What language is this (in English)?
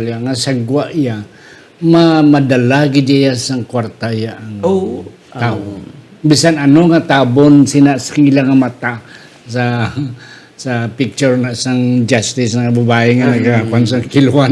Hiligaynon